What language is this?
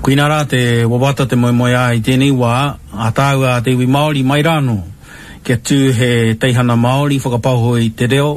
Māori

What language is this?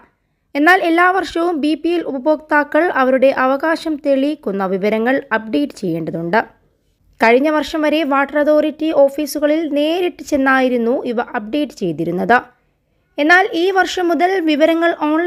Malayalam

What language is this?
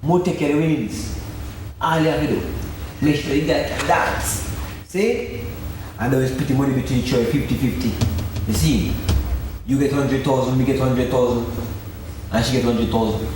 Jamaican Creole English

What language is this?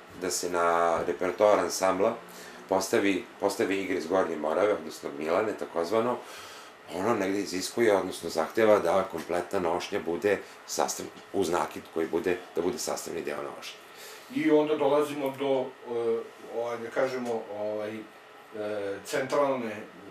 Serbian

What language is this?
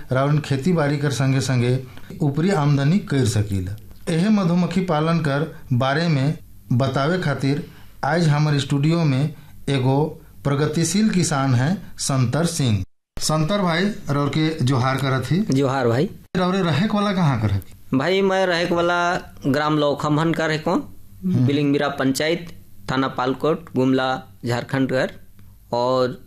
Sadri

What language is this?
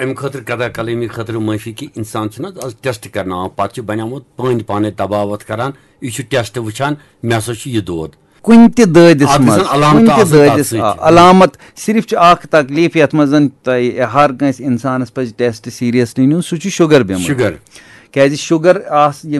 Kashmiri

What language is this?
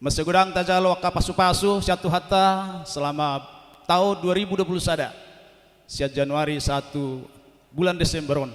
Batak Toba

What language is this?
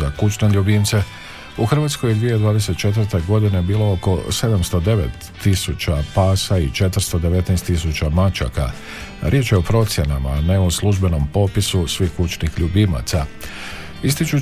Croatian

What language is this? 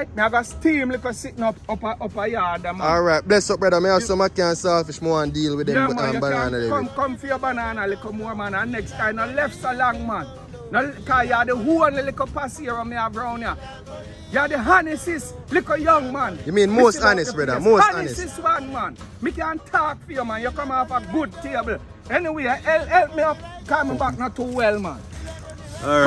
Jamaican Creole English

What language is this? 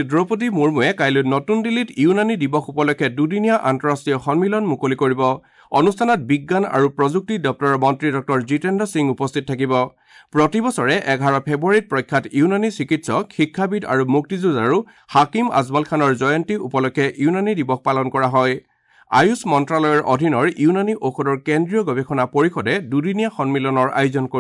Assamese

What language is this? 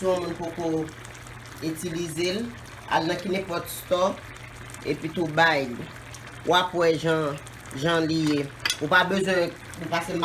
Haitian Creole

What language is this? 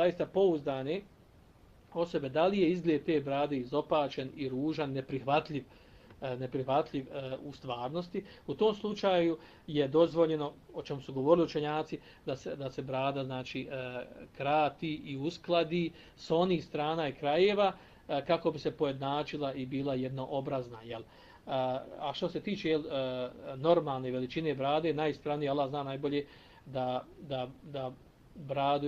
Bosnian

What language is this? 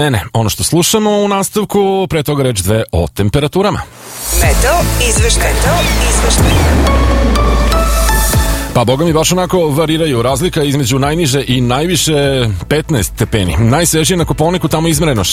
Serbian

